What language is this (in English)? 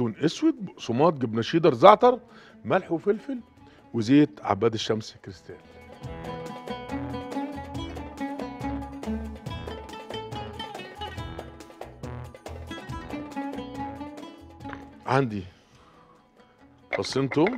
Egyptian Arabic